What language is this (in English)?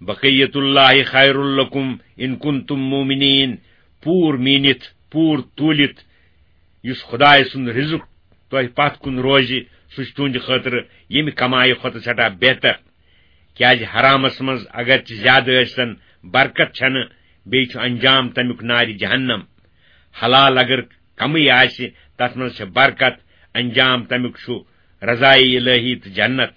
Kashmiri